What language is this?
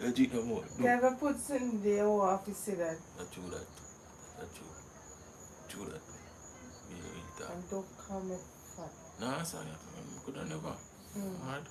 Jamaican Creole English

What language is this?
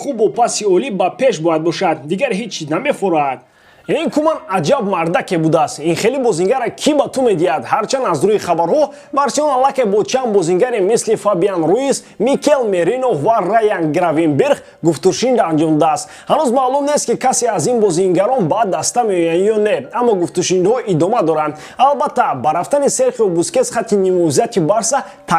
Tajik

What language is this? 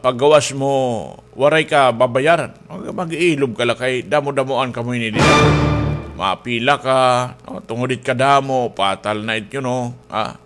Waray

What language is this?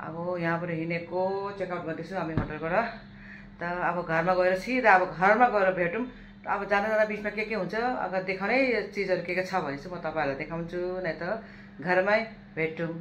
Nepali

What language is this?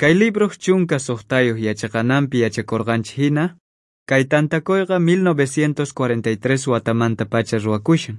South Bolivian Quechua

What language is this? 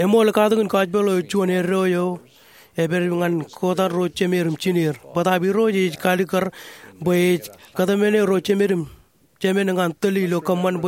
Marshallese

